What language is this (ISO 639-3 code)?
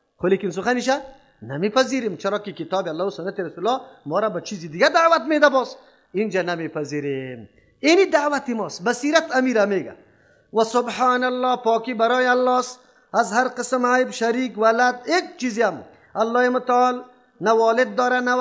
fas